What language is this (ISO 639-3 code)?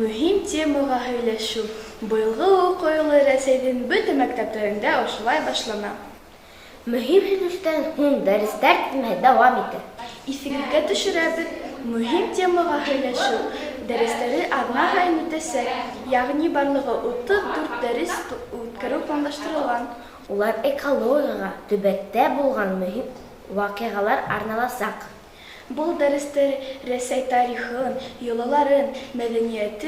bak